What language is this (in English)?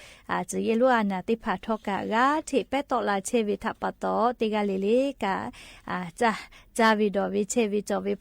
Lahu